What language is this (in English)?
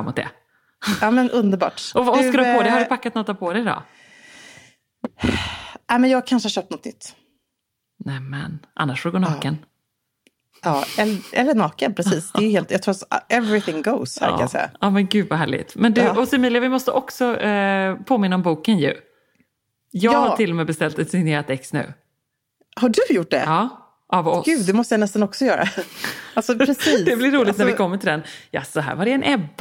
Swedish